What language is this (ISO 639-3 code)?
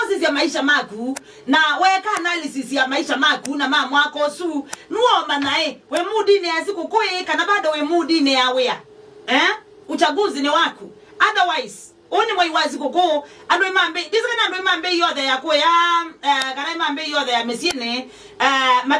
kam